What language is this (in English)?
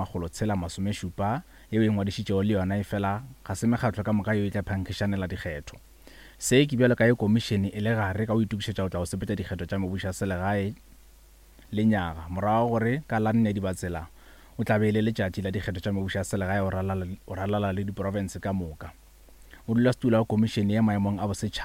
Northern Sotho